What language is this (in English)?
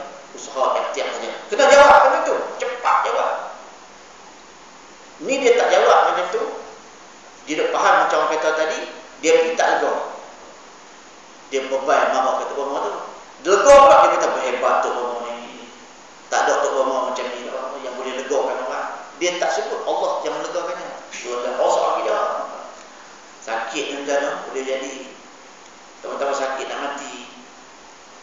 Malay